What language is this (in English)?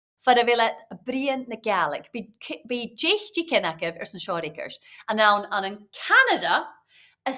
Scottish Gaelic